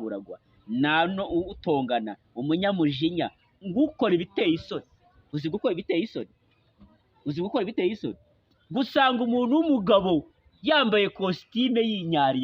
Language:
Kinyarwanda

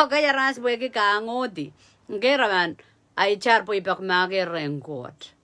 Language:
Pohnpeian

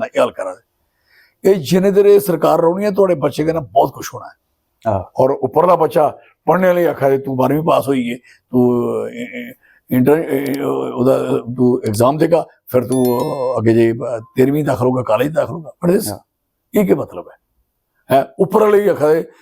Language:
Dogri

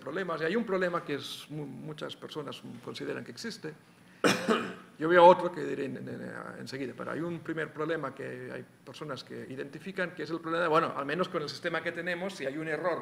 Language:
Spanish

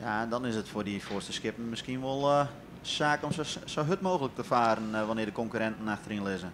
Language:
Western Frisian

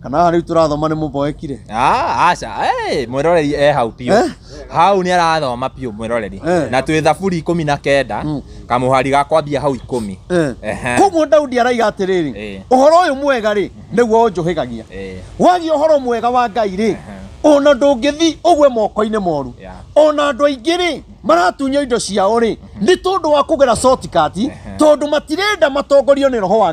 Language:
Kikuyu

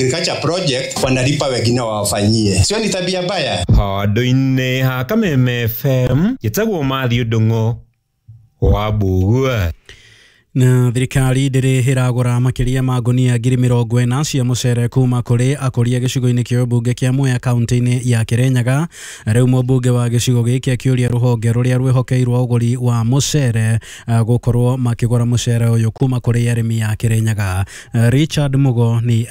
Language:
Kikuyu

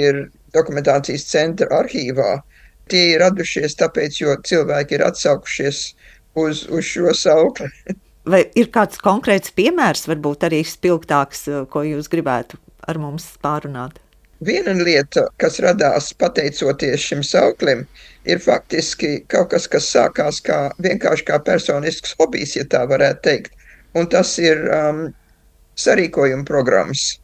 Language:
Latvian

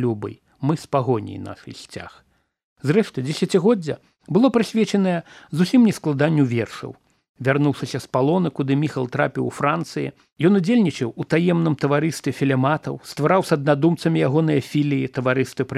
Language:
Belarusian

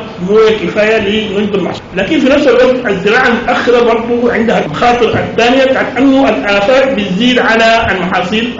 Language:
Sudanese Arabic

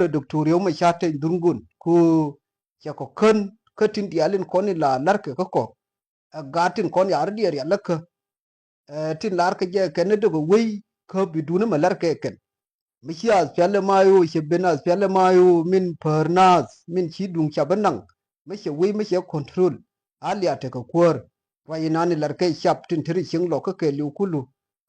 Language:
Nuer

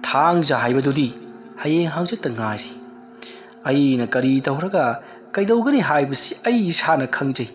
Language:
Manipuri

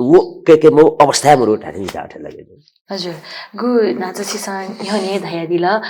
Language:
Newari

